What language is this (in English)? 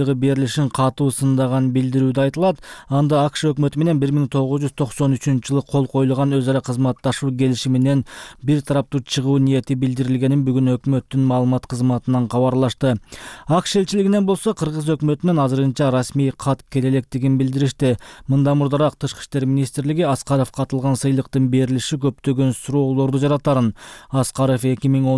Kyrgyz